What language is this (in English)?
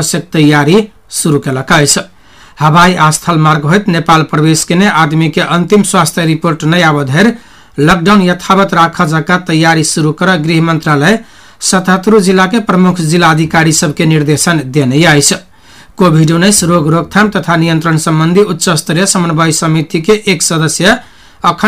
Maithili